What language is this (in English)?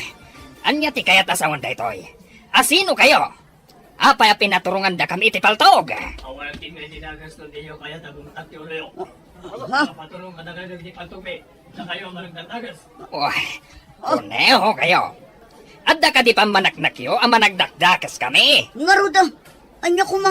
Iloko